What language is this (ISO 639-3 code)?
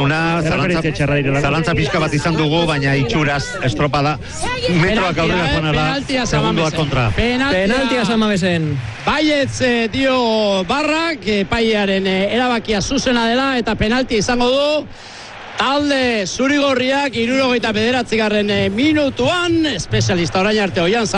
eus